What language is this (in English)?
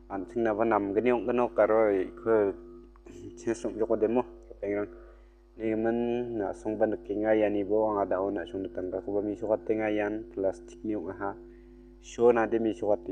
Garo